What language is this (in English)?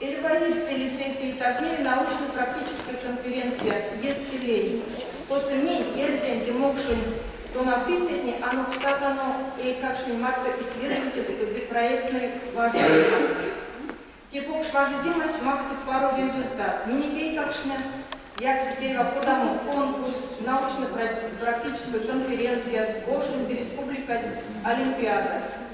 Erzya